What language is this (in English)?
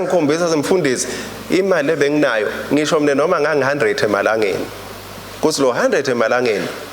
Swati